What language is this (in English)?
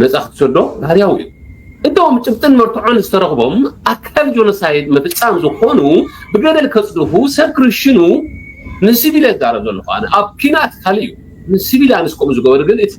Tigrinya